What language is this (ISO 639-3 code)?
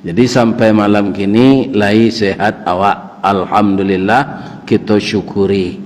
min